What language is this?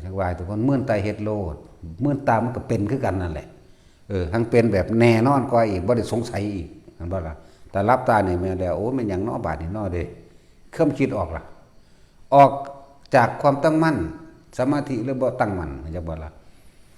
Northeastern Thai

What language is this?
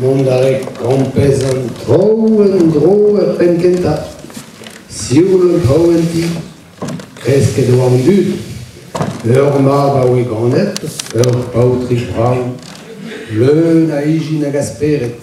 Breton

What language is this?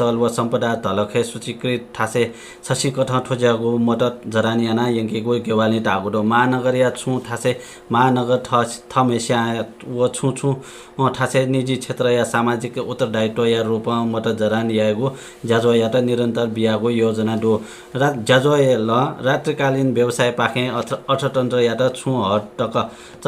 Newari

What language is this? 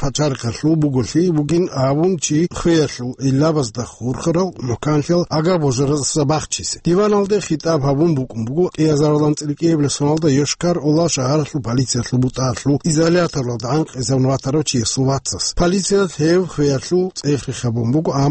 Avaric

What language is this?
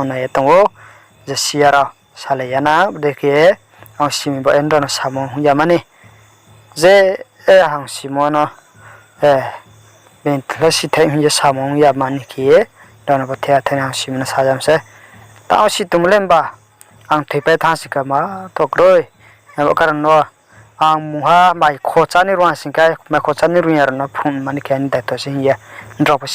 Riang (India)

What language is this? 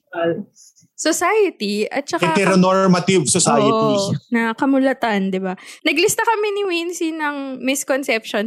Filipino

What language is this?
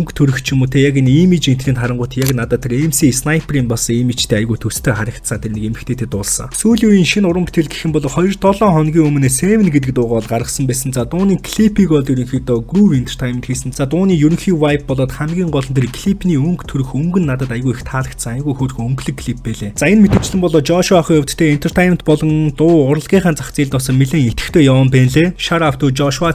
Mongolian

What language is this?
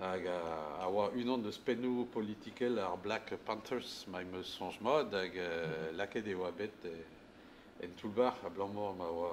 Breton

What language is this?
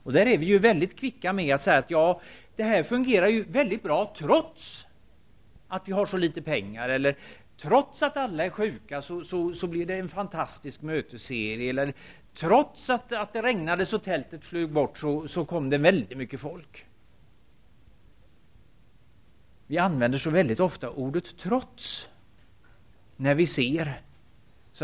Swedish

